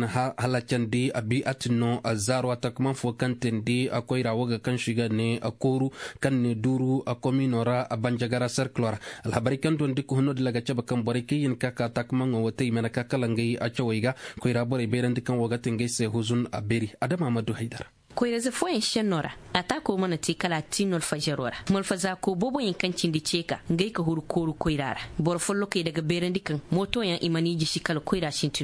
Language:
Koyraboro Senni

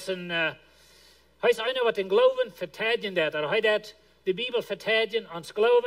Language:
Plautdietsch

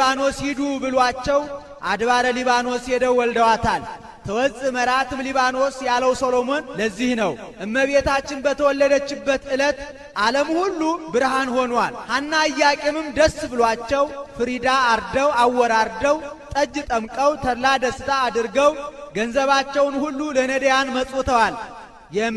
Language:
Amharic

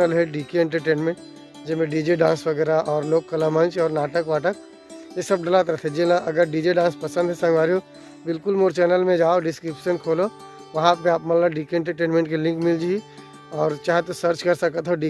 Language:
Chhattisgarhi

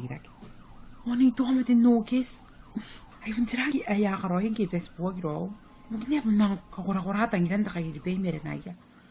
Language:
Gilbertese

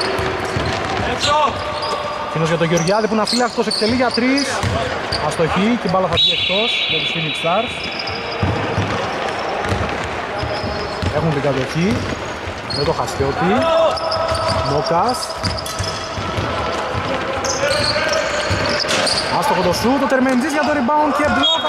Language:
Greek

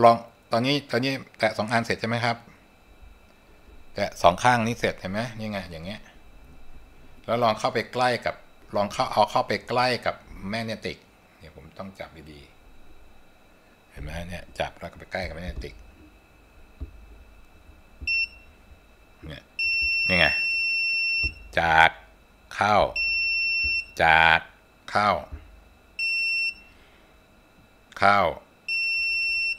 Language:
Thai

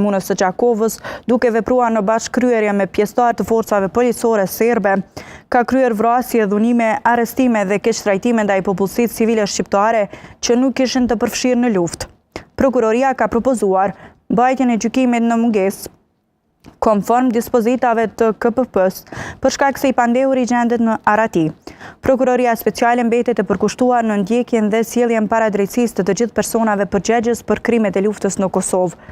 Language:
Albanian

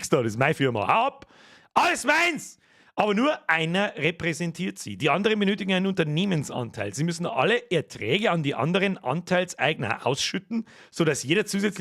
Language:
Bavarian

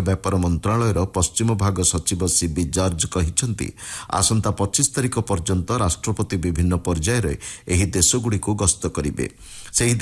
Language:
Odia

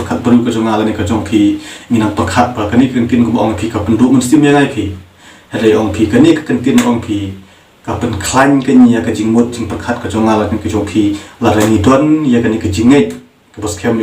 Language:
Khasi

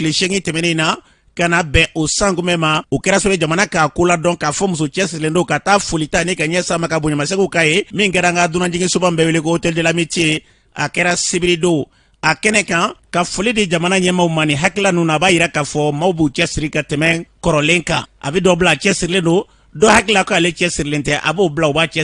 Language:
Bambara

